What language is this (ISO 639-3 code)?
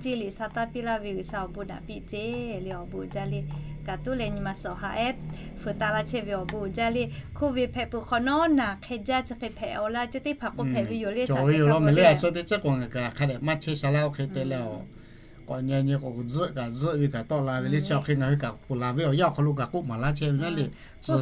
lhu